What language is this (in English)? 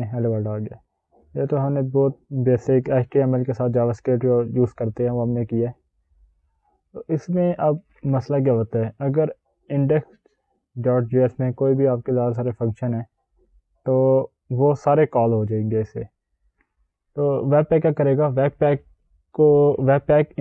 Hindi